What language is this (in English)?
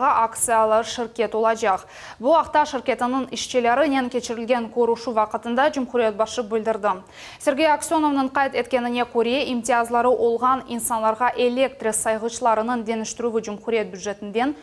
Crimean Tatar